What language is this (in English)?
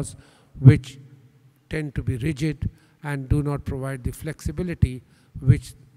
English